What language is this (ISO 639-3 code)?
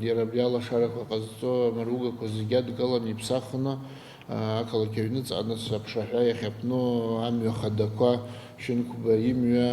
abk